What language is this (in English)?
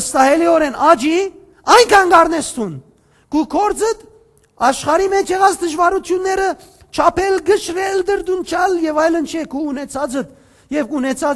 Western Armenian